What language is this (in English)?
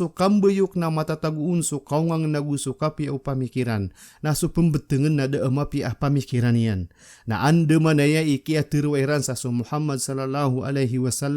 Maranao